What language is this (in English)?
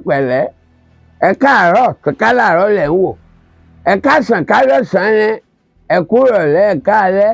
Yoruba